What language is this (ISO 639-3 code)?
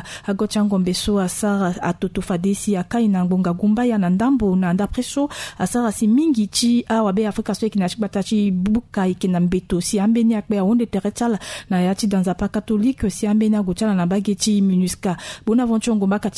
sag